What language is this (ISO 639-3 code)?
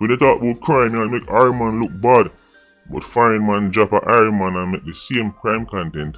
jam